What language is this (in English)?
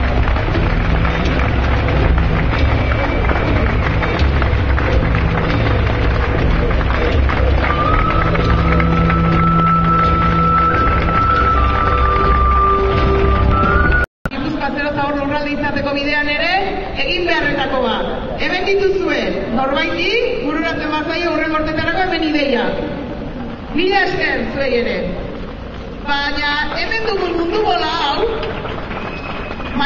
Basque